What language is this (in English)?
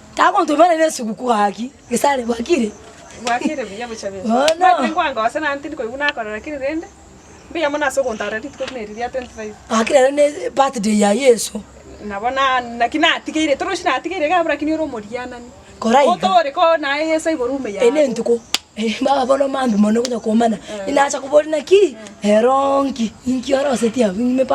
Gusii